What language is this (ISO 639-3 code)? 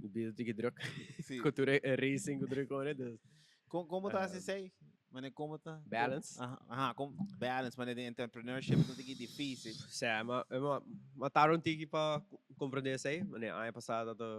pap